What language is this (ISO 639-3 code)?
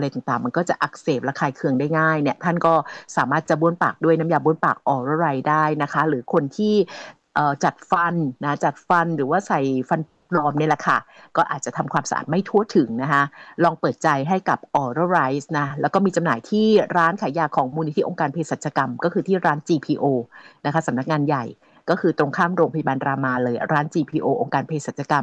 tha